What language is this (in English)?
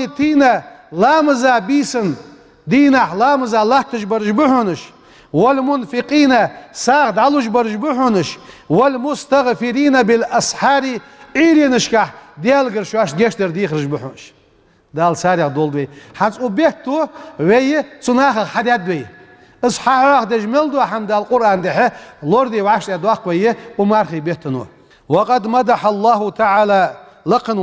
Ingush